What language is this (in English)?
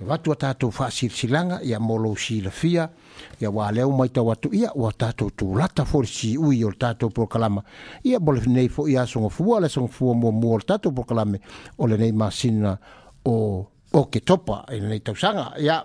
Samoan